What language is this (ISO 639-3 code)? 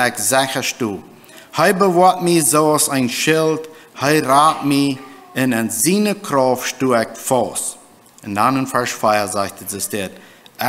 pdt